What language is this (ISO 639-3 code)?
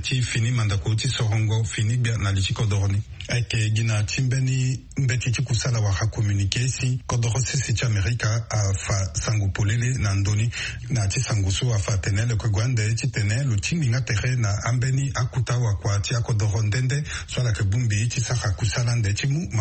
sag